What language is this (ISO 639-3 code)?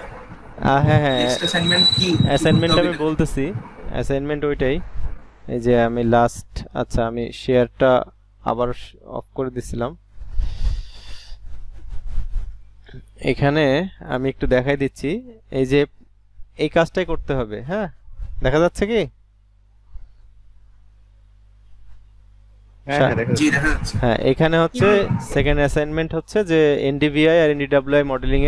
ben